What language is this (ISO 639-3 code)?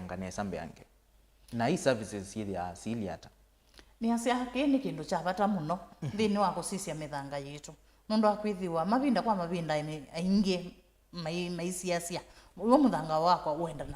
kam